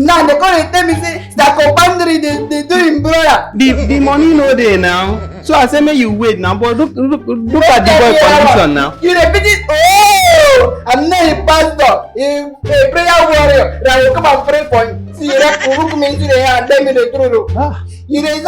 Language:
Nigerian Pidgin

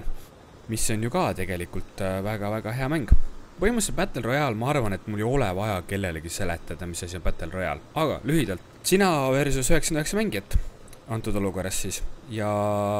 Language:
Estonian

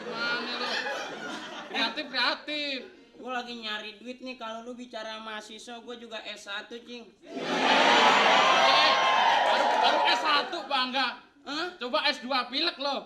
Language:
Betawi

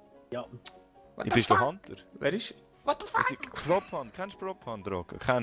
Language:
Swiss German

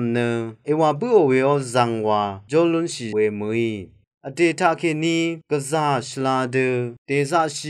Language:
Rawang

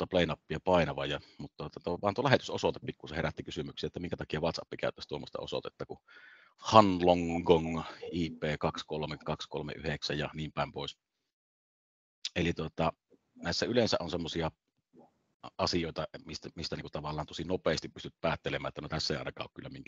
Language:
Finnish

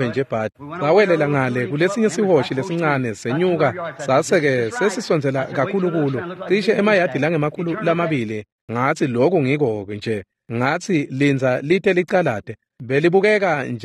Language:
Swati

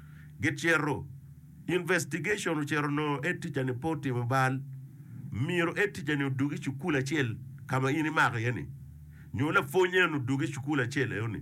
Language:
Acoli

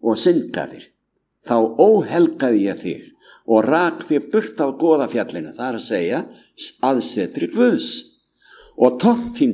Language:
Icelandic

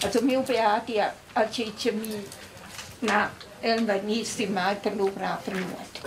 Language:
Romansh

